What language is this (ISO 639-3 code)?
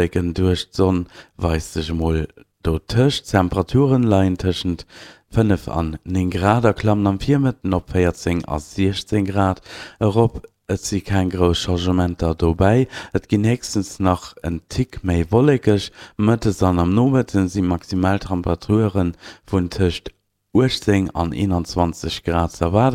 ltz